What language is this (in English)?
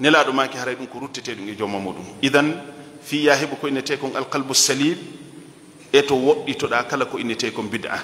Fula